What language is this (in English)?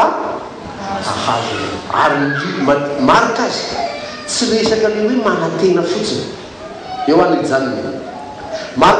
Malagasy